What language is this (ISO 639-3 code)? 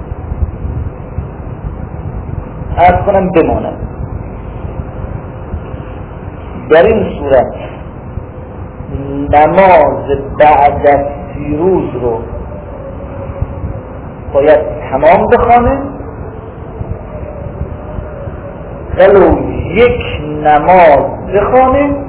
fas